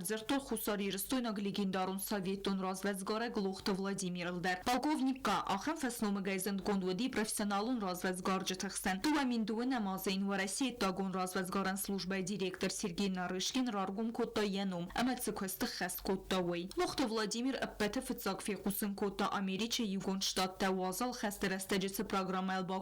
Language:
Ossetic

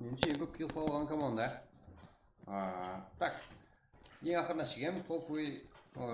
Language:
Kara-Kalpak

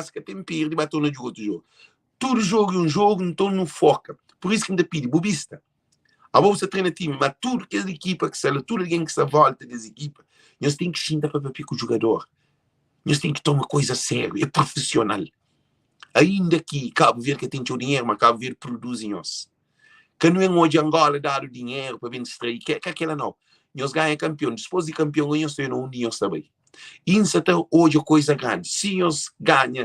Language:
Kabuverdianu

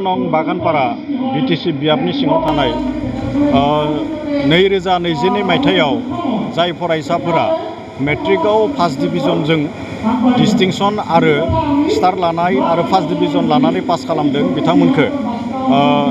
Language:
Bodo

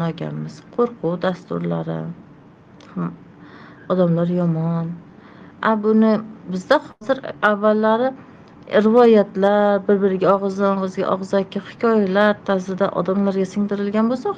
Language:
Uzbek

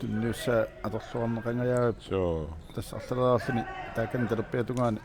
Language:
Kalaallisut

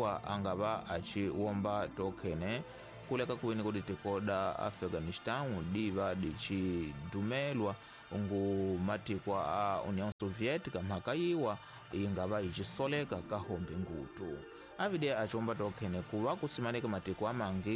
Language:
Tsonga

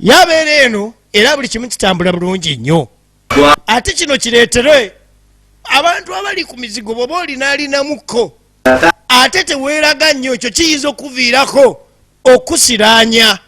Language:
Ganda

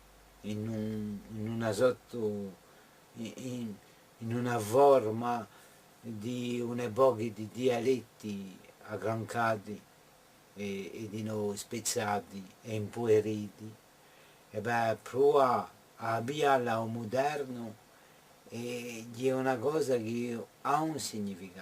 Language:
Corsican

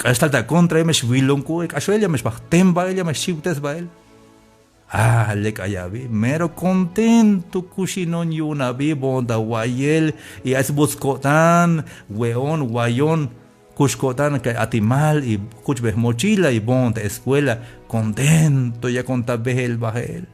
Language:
Tzeltal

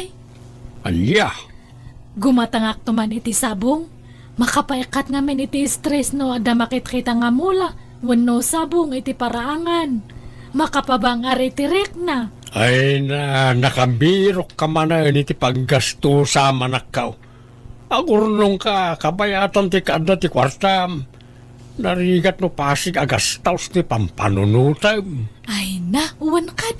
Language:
Iloko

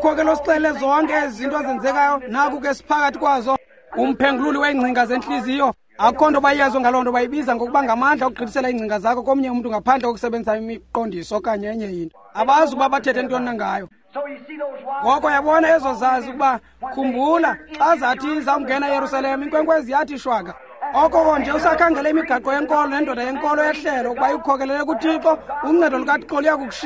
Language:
Xhosa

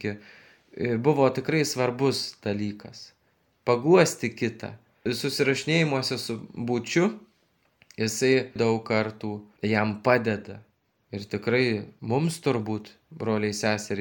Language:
Lithuanian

